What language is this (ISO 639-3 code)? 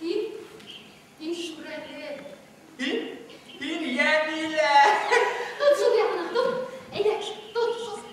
bak